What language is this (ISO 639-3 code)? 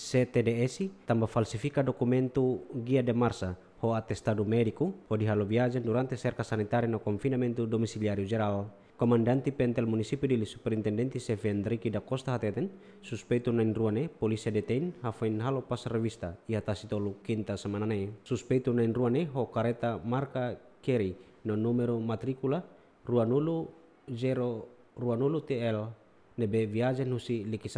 tet